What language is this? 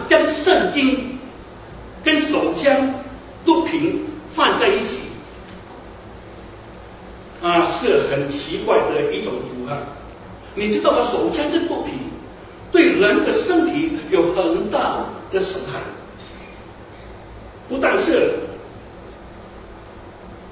Chinese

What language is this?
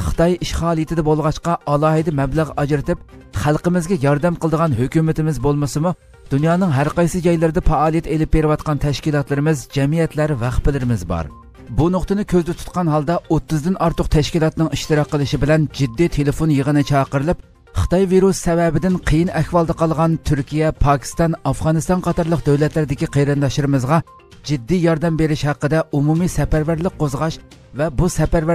Uyghur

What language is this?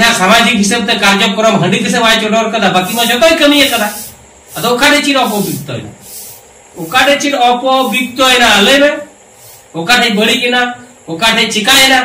Santali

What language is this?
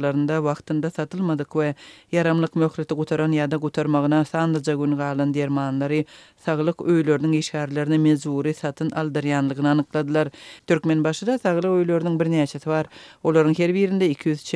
Turkmen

